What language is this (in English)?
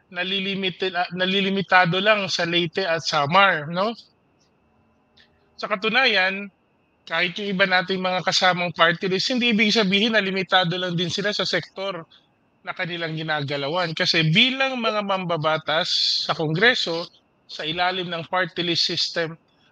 Filipino